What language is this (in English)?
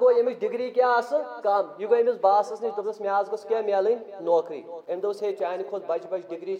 Kashmiri